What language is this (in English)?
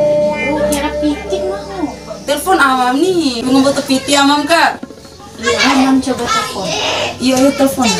Bima